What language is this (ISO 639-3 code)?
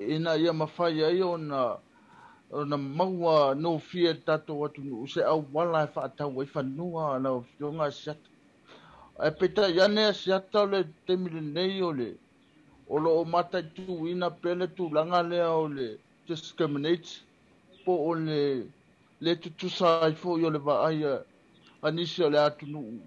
smo